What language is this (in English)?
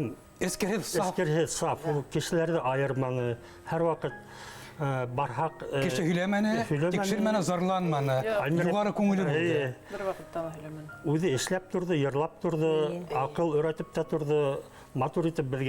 Bashkir